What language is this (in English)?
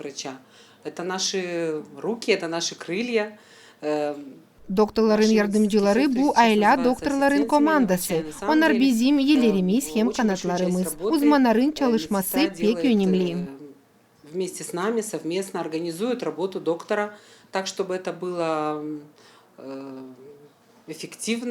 Gagauz